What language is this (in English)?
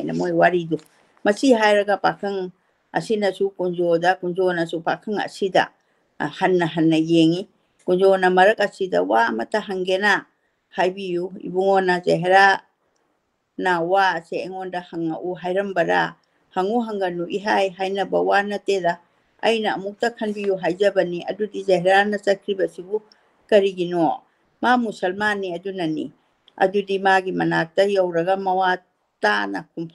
Manipuri